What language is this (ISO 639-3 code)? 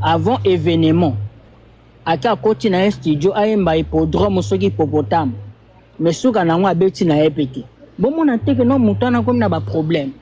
lin